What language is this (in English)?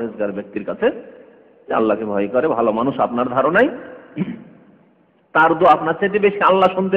Bangla